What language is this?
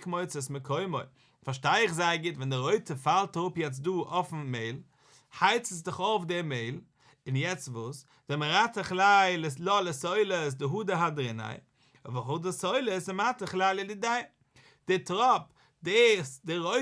Yiddish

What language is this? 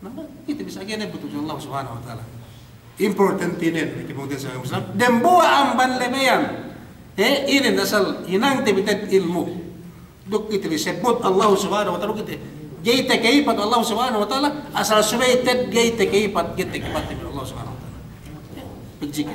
Yakan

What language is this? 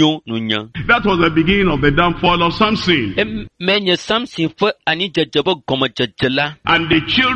Ewe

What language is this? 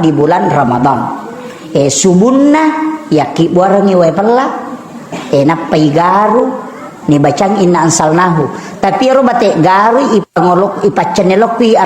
Buginese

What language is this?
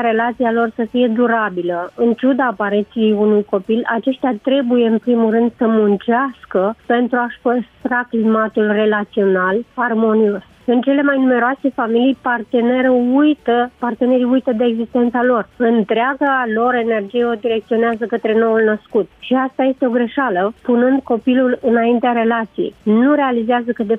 Romanian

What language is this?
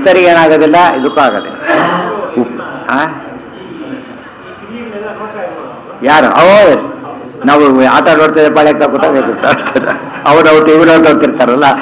Kannada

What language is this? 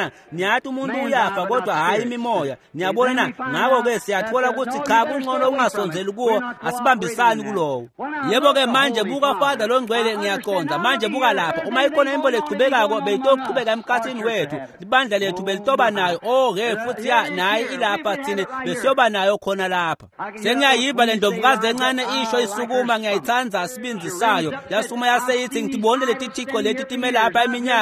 Swati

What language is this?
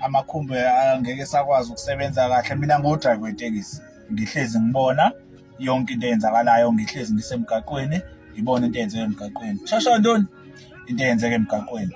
Zulu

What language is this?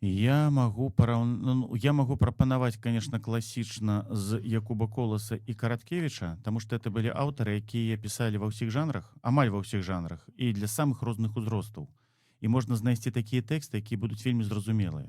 Belarusian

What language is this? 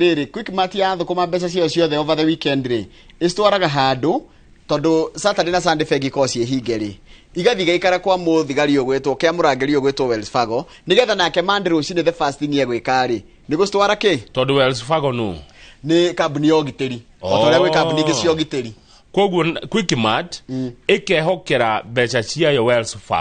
Kikuyu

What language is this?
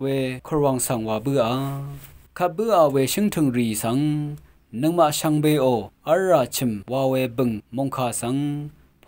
Rawang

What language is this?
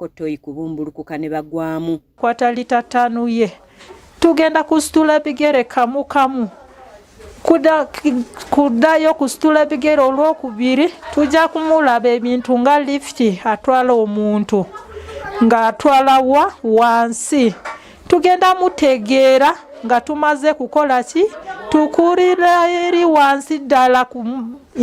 Ganda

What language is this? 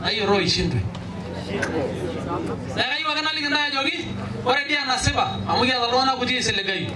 Masai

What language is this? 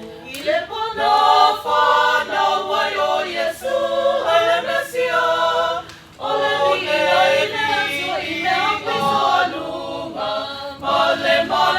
Samoan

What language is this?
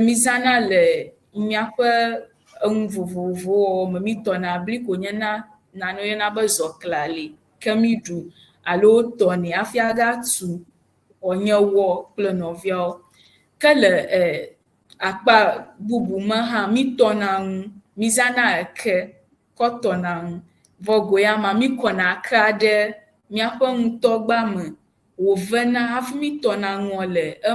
Ewe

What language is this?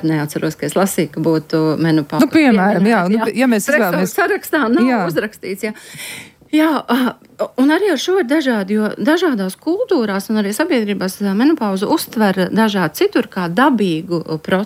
Latvian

